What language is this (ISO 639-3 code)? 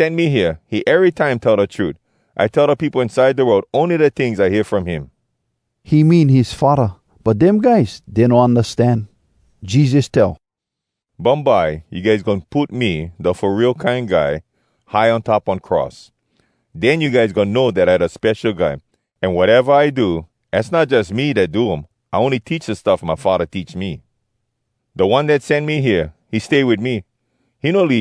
hwc